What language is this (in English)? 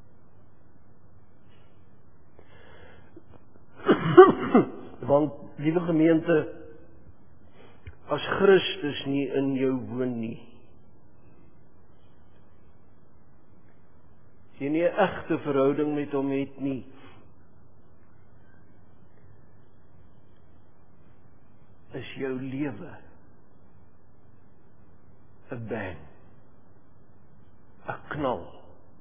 Afrikaans